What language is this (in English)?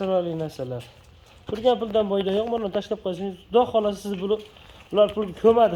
Uzbek